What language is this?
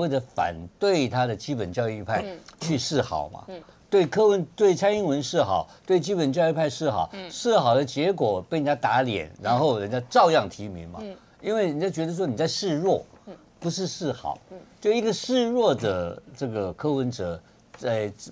Chinese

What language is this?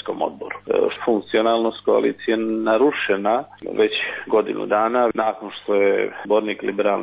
Serbian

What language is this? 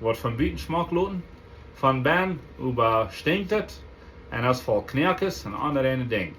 Plautdietsch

